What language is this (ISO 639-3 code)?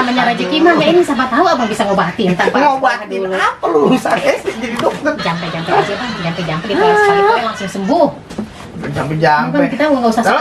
bew